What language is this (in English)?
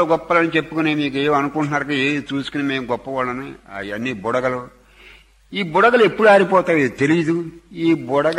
Telugu